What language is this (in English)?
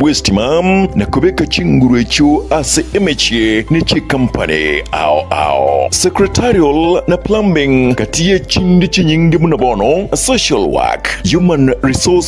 Gusii